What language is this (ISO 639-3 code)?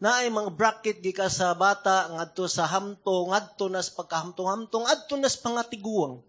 ceb